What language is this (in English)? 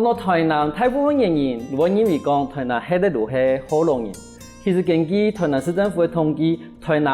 Hakka Chinese